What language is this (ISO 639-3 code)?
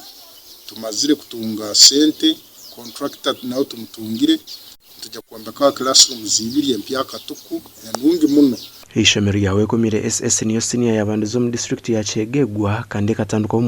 nyn